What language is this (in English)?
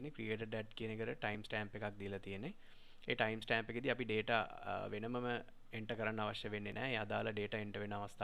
Sinhala